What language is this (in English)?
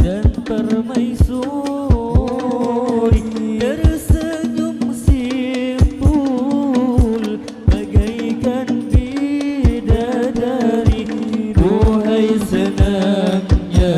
Banjar